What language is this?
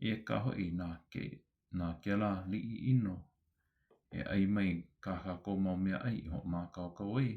Hawaiian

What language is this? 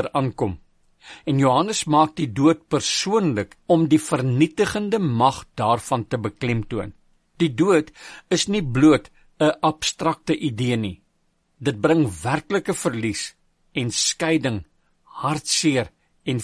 Afrikaans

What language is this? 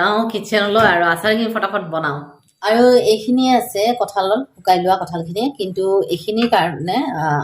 Assamese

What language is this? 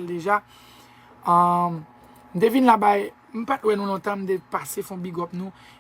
Haitian Creole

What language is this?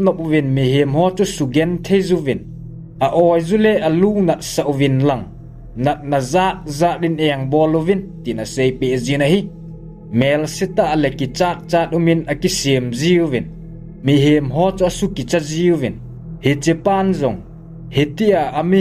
Thado Chin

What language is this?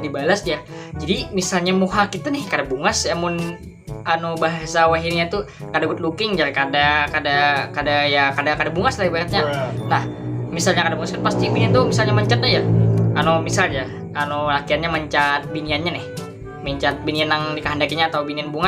Banjar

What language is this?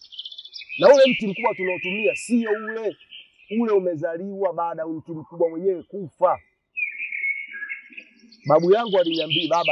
Swahili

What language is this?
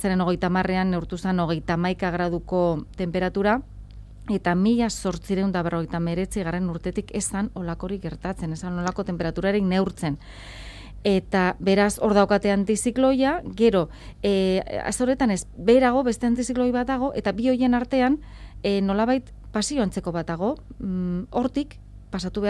Basque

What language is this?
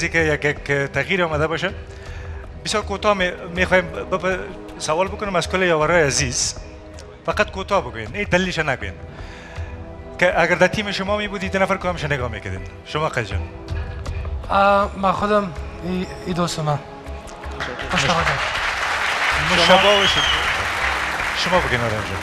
Persian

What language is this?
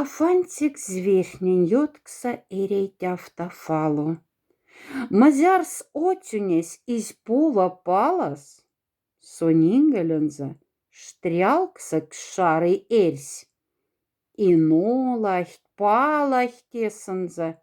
Moksha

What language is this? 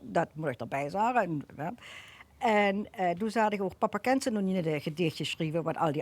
Limburgish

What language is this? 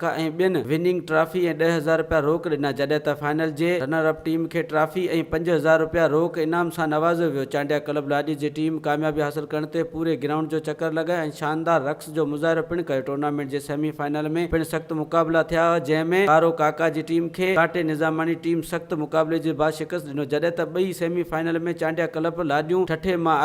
Sindhi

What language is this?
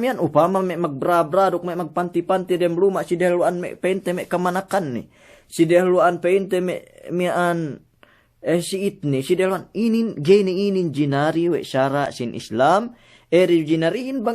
Yakan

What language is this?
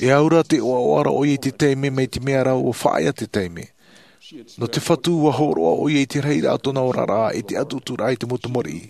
Tahitian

